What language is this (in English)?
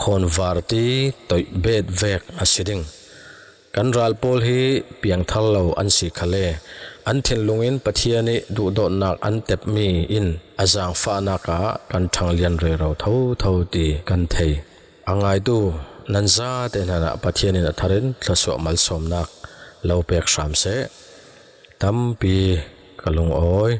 Falam Chin